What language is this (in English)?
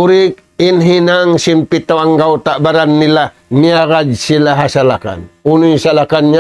Tausug